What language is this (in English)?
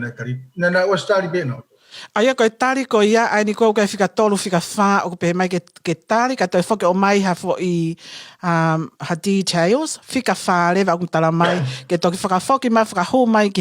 Tongan